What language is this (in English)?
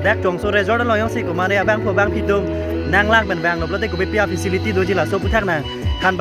Karbi